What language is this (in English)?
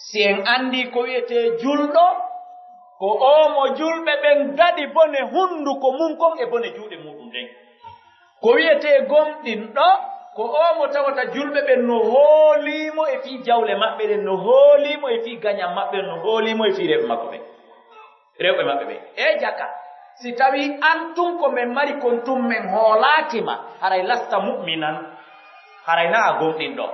Pular